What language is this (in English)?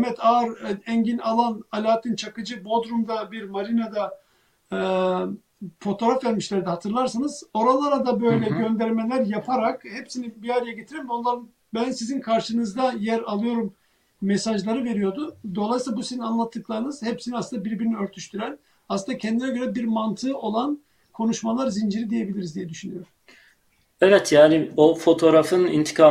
Turkish